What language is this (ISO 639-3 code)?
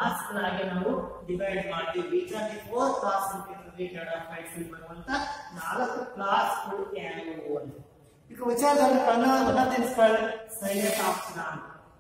kan